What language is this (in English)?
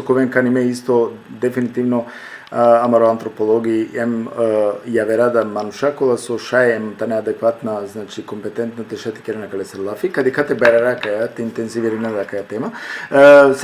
Balkan Romani